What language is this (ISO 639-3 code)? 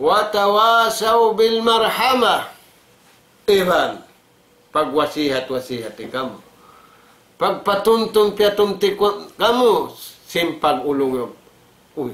tsg